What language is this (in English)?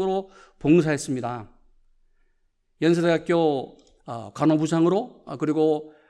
Korean